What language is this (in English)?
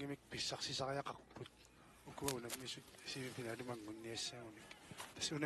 Kalaallisut